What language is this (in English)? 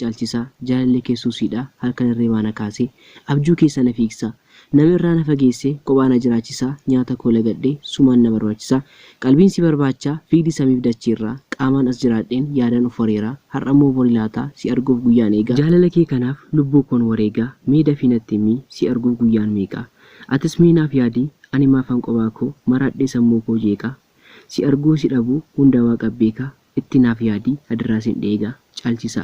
Oromo